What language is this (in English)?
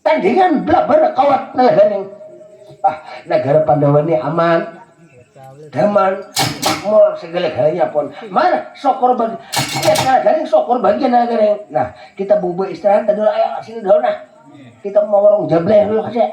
Banjar